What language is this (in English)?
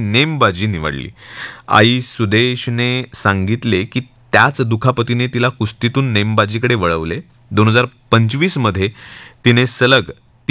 Marathi